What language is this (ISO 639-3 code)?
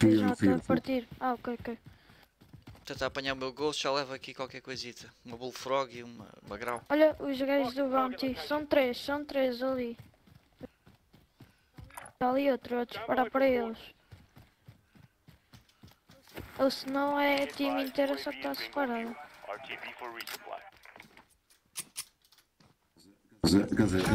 por